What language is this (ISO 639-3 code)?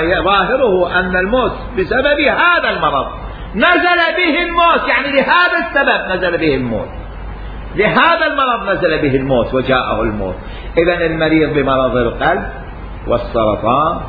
acm